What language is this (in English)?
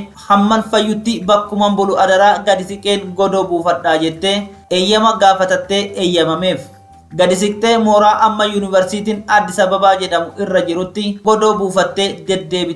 Oromo